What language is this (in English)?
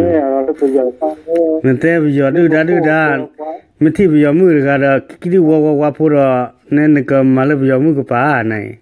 S'gaw Karen